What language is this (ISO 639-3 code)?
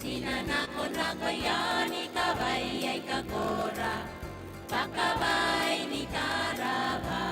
gil